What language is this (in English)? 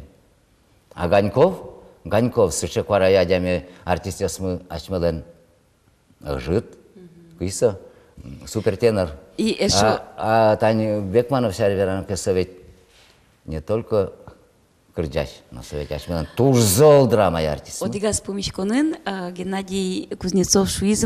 Udmurt